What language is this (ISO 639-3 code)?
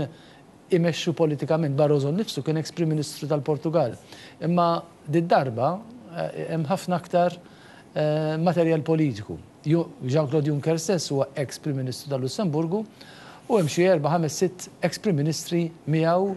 mlt